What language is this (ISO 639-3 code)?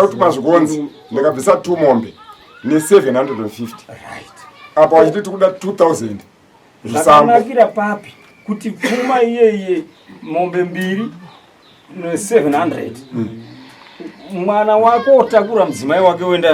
sna